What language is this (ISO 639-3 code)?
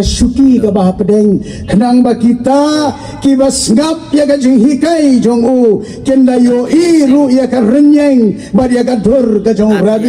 kha